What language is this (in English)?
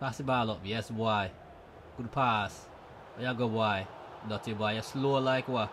Jamaican Creole English